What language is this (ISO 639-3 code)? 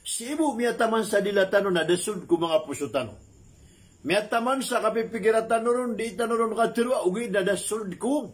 mrw